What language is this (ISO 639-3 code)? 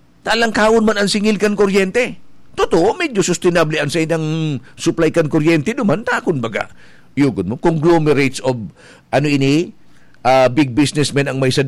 bik